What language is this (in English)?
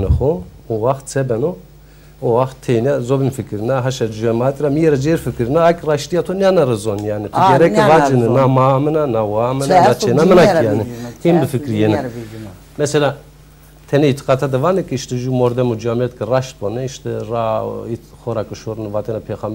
Zaza